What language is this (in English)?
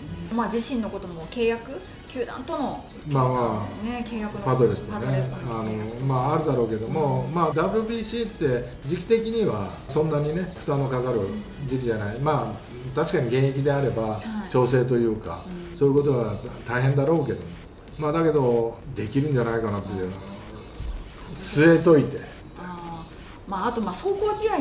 Japanese